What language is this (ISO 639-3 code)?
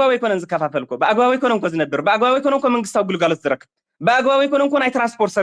tir